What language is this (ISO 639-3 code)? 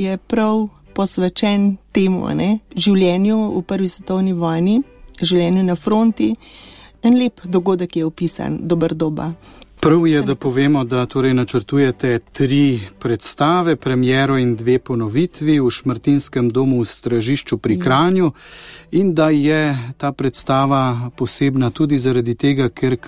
slv